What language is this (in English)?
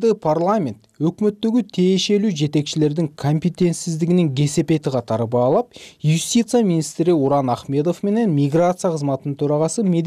Kyrgyz